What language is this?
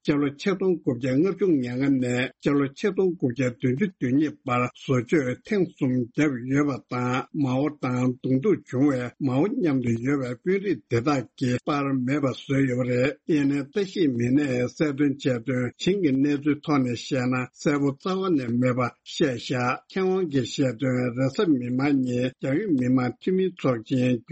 Tibetan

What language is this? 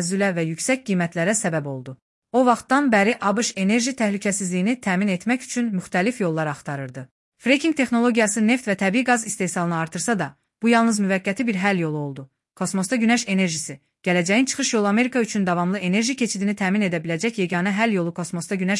Azerbaijani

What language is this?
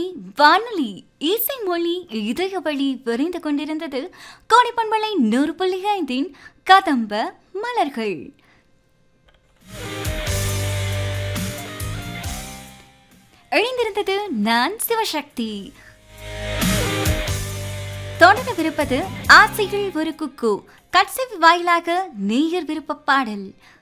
Tamil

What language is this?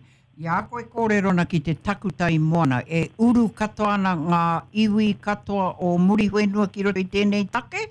Māori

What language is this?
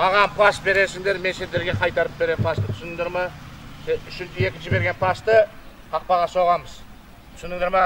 Kazakh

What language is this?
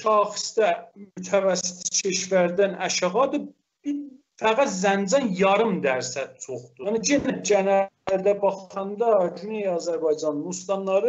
South Azerbaijani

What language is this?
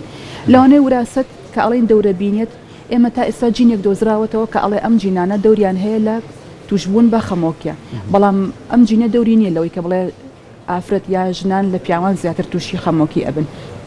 Central Kurdish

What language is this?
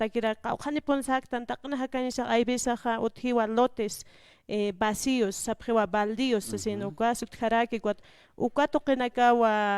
Aymara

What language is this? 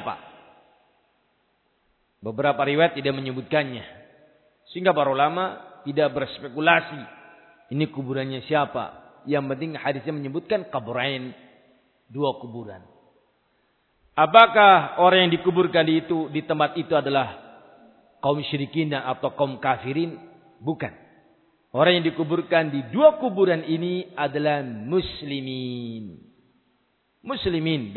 Indonesian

